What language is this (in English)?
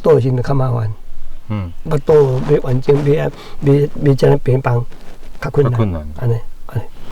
Min Nan Chinese